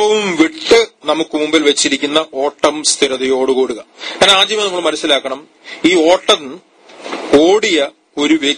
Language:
Malayalam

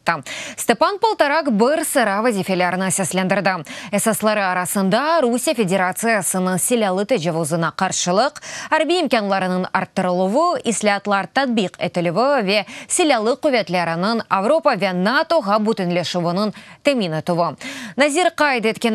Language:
Crimean Tatar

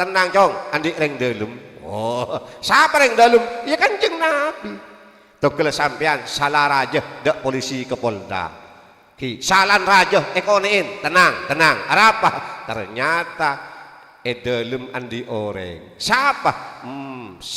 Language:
Madurese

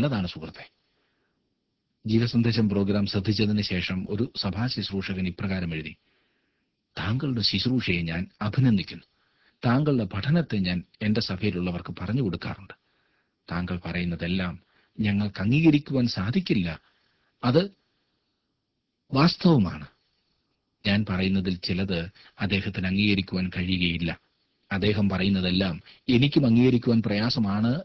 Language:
Malayalam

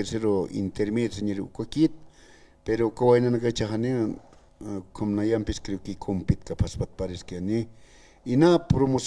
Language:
Aymara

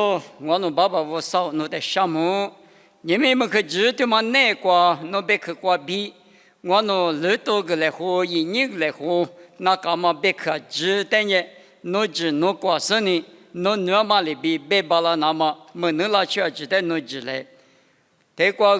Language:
Lisu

